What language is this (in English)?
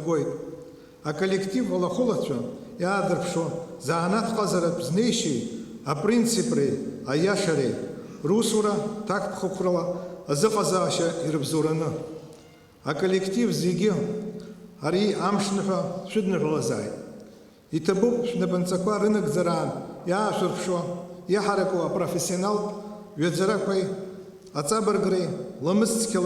Abkhazian